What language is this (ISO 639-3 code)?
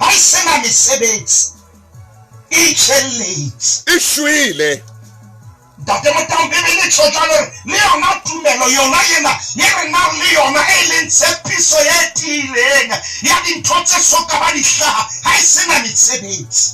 sot